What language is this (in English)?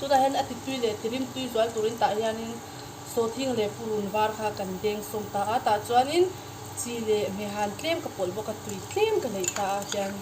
Mizo